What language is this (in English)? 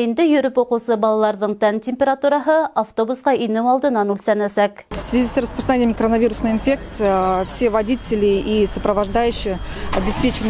Bashkir